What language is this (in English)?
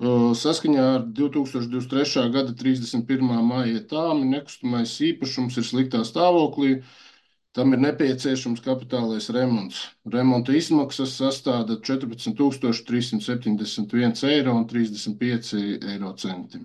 Latvian